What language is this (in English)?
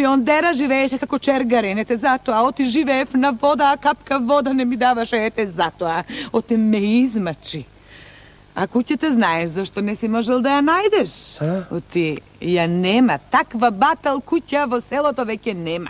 Macedonian